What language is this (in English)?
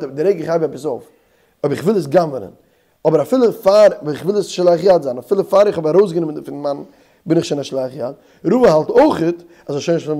Yiddish